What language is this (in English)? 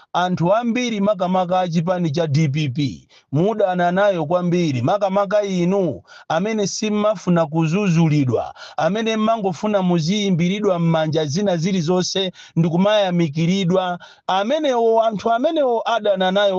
Nyanja